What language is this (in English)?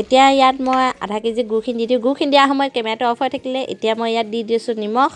Assamese